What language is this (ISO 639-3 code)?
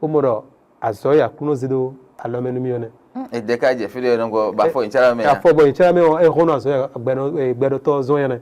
fon